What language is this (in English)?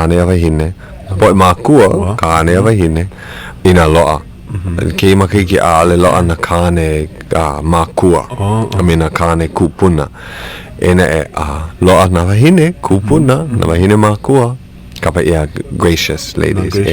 Hawaiian